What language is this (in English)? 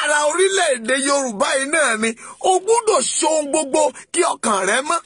Yoruba